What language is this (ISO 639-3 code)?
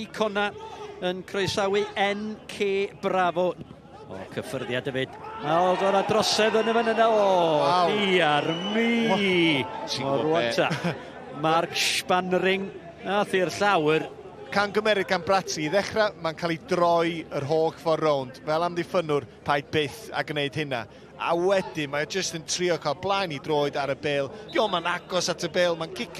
cym